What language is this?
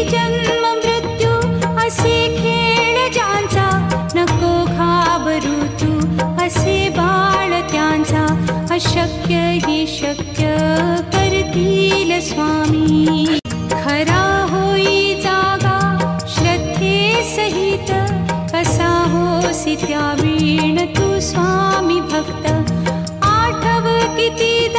Marathi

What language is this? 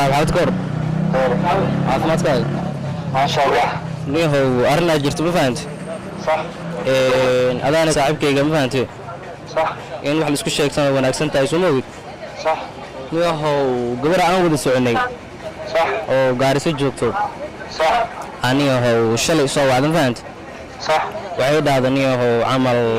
Somali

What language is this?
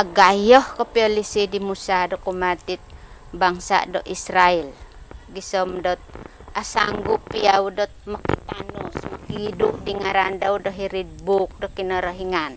Central Dusun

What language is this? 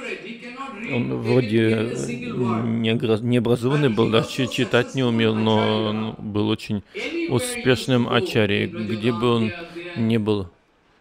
Russian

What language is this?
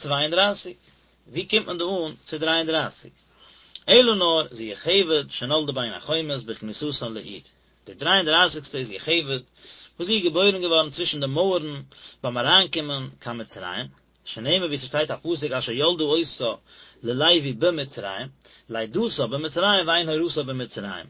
Yiddish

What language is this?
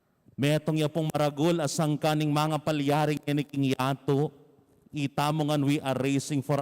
Pampanga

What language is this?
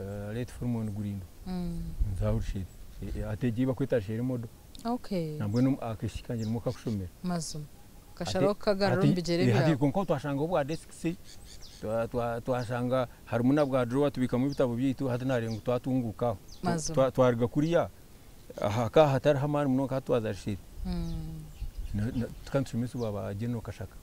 Nyankole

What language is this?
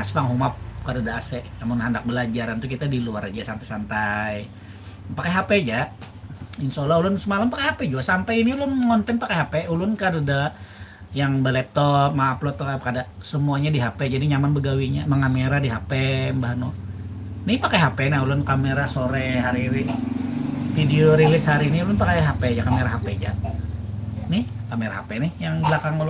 Banjar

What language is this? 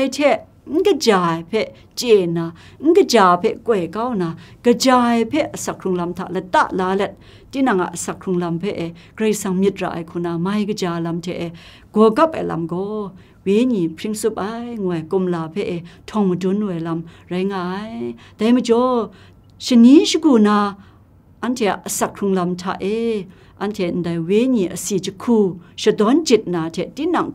Kachin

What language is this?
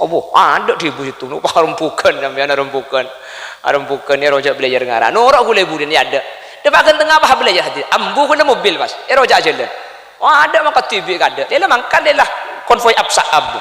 Madurese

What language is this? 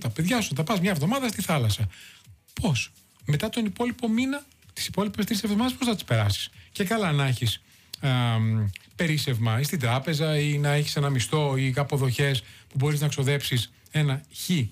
Greek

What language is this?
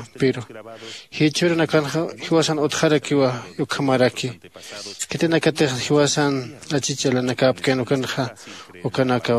Aymara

